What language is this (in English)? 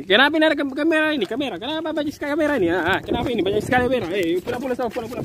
Makassar Malay